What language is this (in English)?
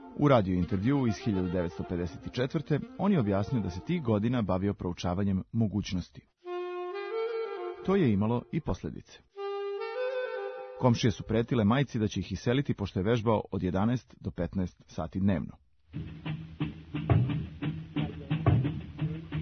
Serbian